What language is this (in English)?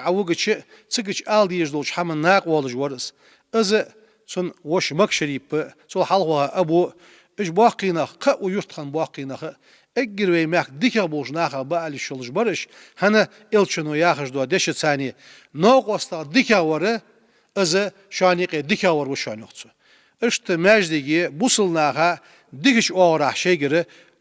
Ingush